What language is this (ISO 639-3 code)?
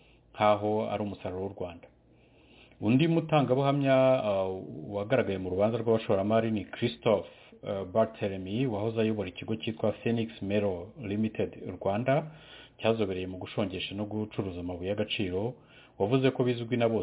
kin